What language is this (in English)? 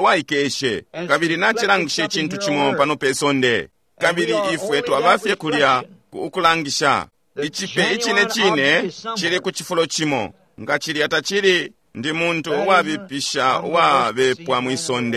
Bemba